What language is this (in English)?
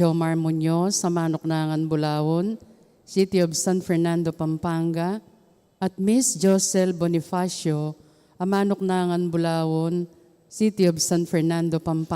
Pampanga